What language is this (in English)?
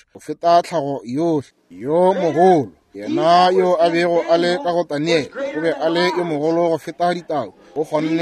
Northern Sotho